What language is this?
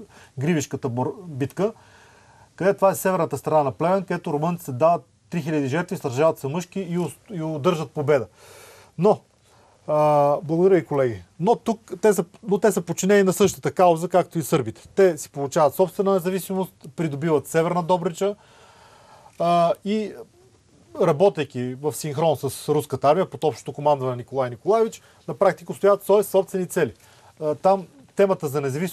Bulgarian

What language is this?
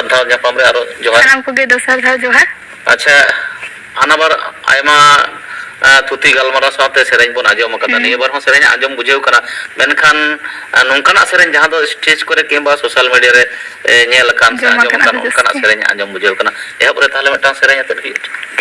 Santali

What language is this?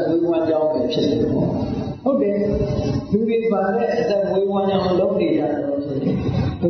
Burmese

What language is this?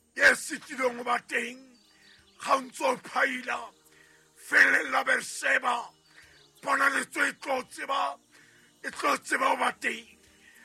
Southern Sotho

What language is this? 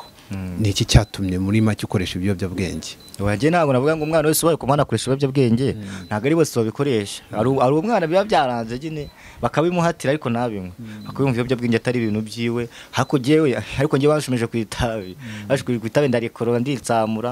Kinyarwanda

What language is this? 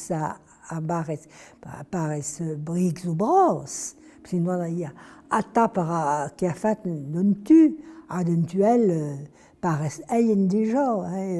Breton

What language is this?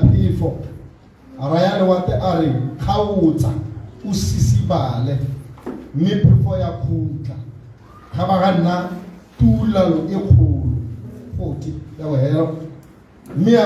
Tswana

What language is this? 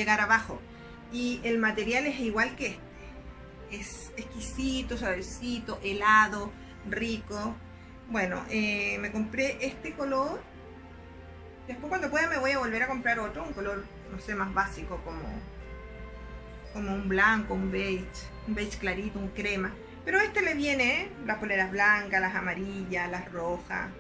Spanish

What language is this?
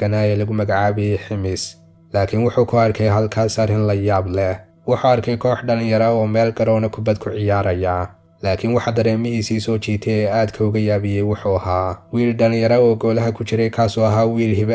Somali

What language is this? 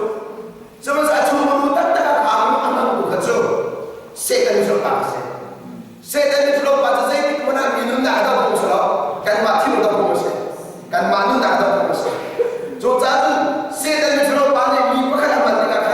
Hakha Chin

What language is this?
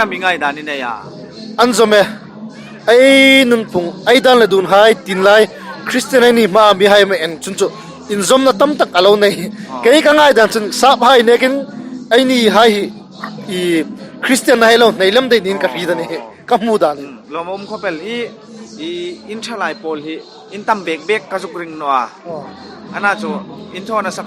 Hmar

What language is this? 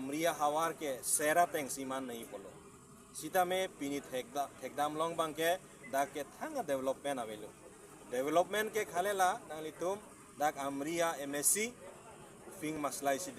Karbi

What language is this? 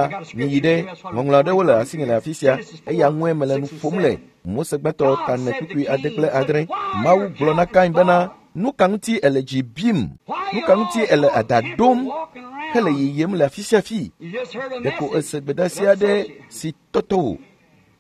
Ewe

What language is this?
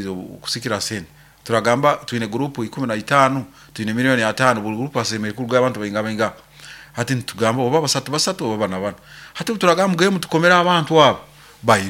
Nyoro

